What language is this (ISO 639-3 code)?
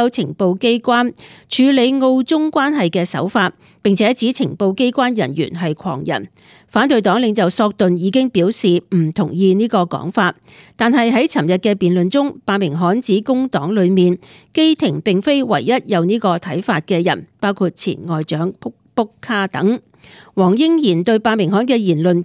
yue